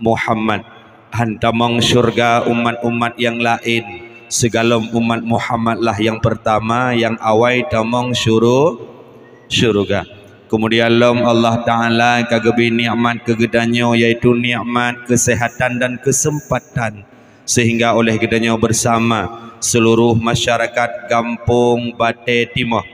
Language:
Achinese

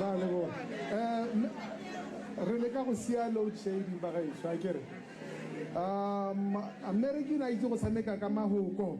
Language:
Tswana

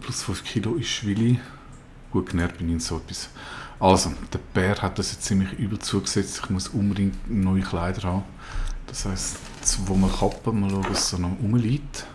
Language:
Swiss German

